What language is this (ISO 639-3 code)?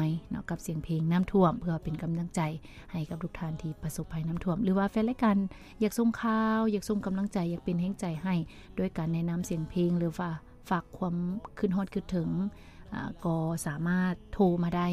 lao